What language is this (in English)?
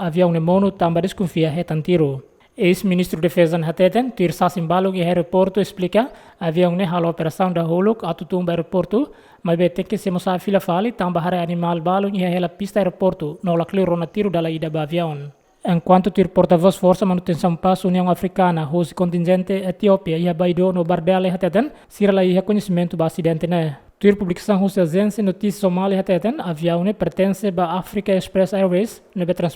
Tetum